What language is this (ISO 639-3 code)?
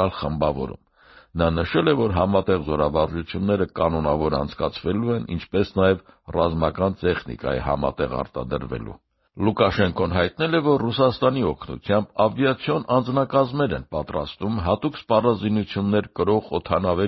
hye